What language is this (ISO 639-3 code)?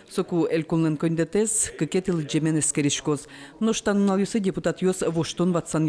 udm